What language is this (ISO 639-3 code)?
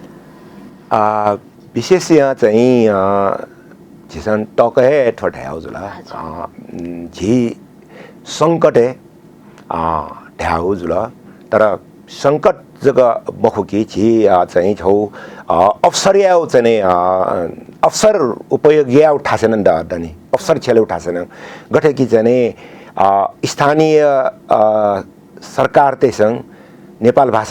new